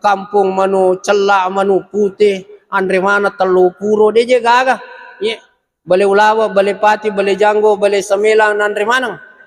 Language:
Buginese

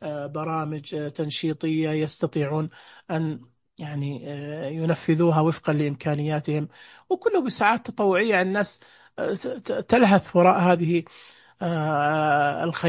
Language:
Najdi Arabic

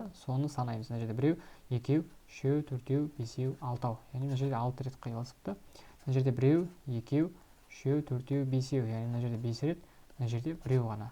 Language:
Kazakh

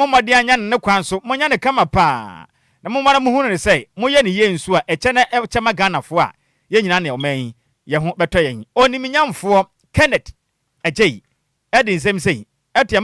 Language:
Akan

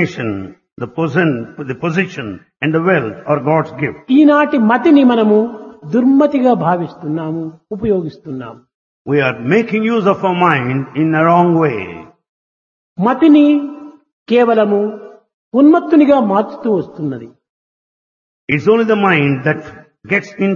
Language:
Telugu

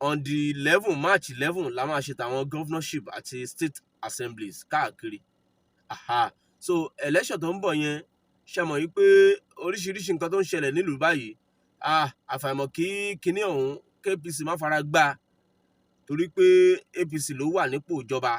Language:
Yoruba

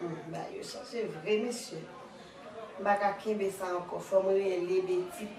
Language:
Haitian Creole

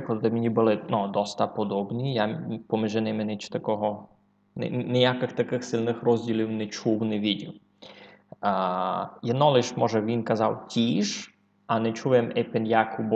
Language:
Rusyn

